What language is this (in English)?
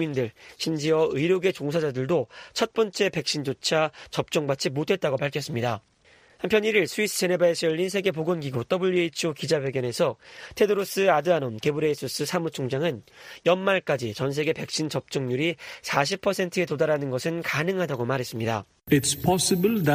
Korean